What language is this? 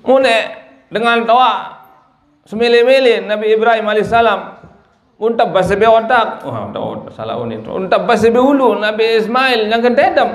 Sasak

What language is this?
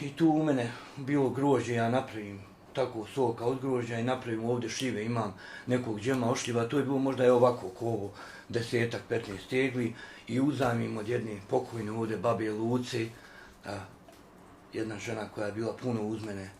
Bosnian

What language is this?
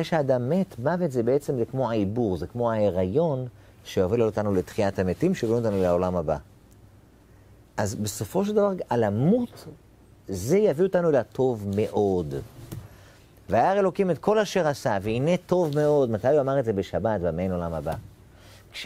Hebrew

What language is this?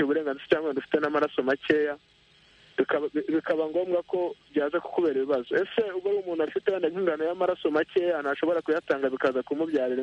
Kinyarwanda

